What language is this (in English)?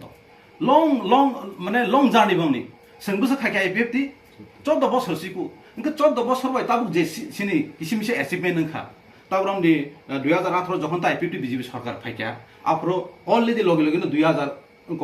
Kok Borok